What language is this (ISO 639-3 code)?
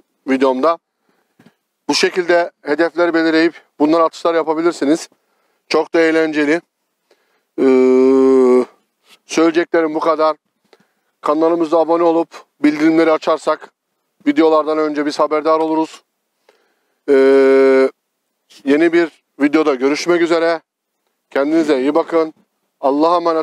tur